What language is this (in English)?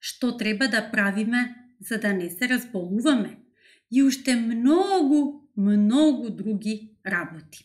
Macedonian